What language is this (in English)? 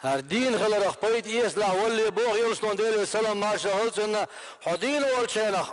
Chechen